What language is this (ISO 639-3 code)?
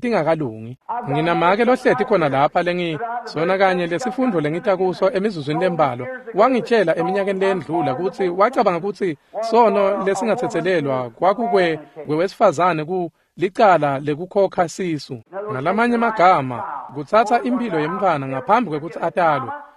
ssw